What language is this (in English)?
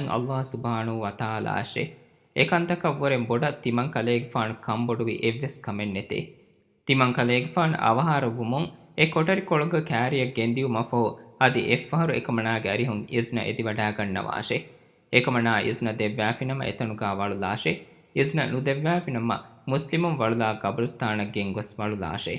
Divehi